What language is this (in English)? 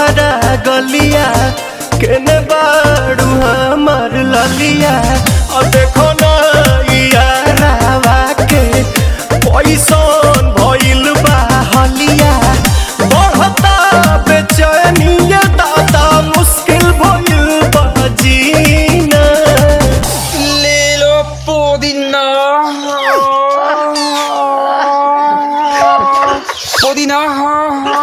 Bhojpuri